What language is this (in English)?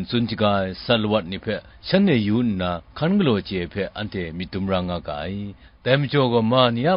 Kachin